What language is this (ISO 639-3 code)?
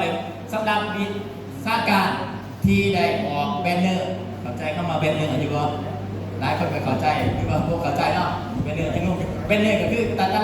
tts